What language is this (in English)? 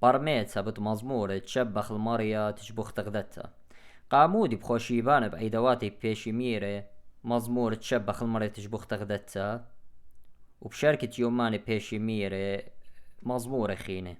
Assyrian Neo-Aramaic